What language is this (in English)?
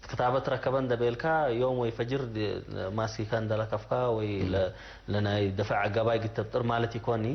Tigre